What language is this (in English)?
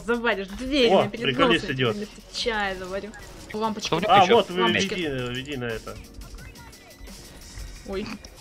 Russian